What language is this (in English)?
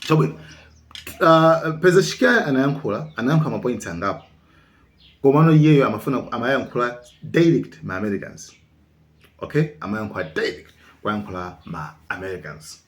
Nyanja